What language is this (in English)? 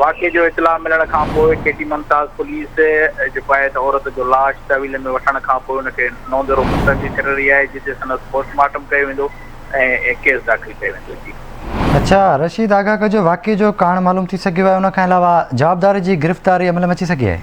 Sindhi